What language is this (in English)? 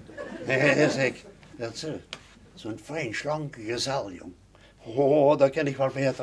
Limburgish